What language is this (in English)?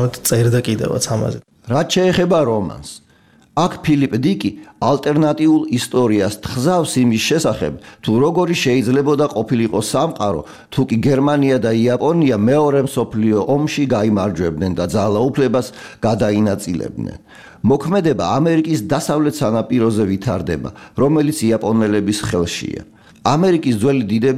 Georgian